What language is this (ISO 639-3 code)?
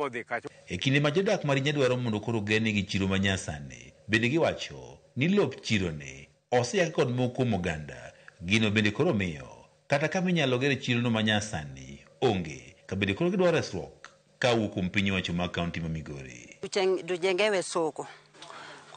luo